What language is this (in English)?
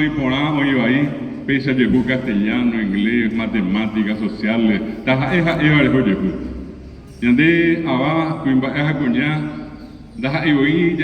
Guarani